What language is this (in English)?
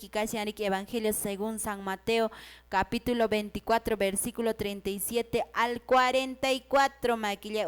Quechua